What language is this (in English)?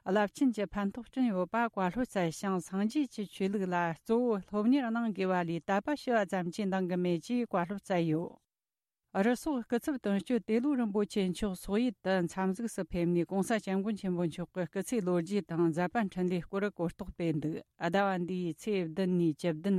Tibetan